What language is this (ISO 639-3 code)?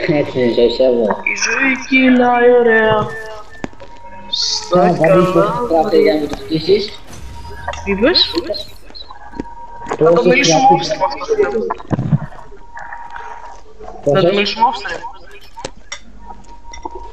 ell